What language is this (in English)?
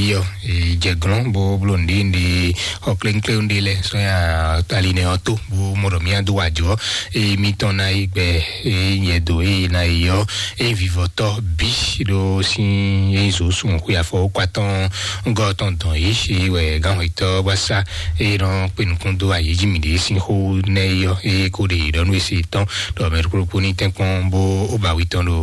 Fon